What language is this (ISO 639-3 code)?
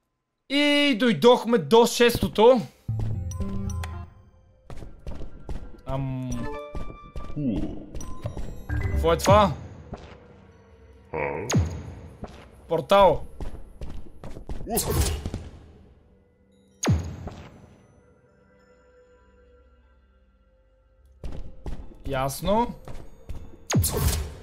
bul